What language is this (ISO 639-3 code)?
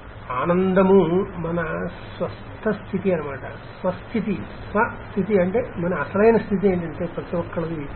tel